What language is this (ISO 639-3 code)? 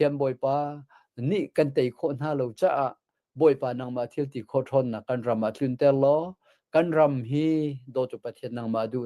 cnh